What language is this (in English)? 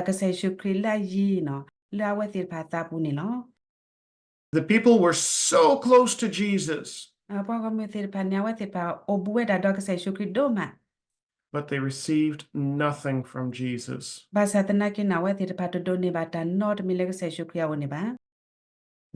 S'gaw Karen